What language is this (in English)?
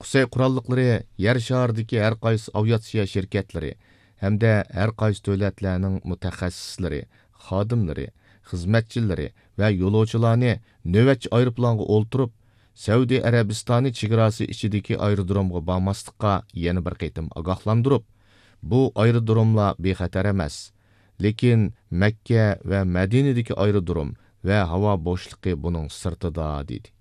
Uyghur